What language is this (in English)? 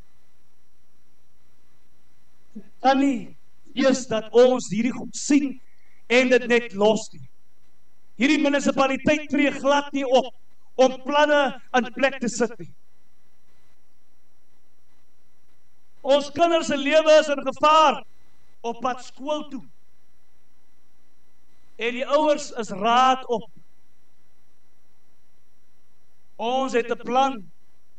Afrikaans